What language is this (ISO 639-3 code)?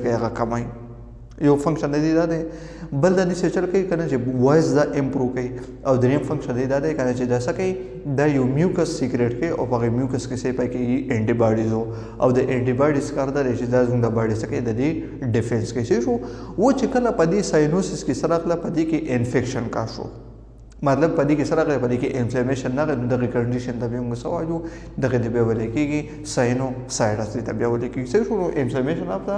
pus